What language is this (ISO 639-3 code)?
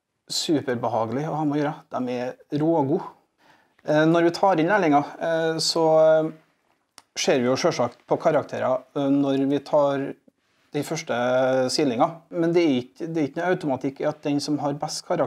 nor